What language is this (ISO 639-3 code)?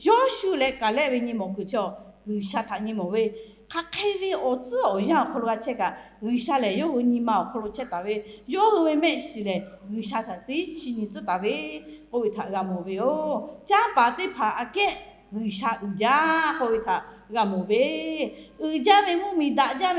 lhu